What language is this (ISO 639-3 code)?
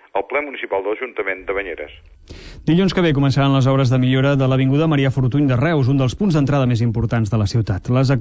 cat